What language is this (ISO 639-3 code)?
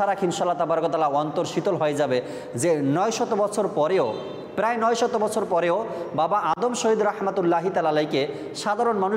ben